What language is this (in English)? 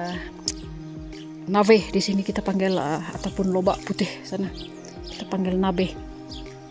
Malay